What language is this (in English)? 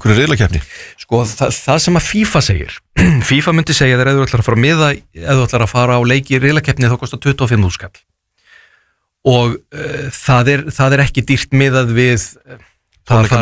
Icelandic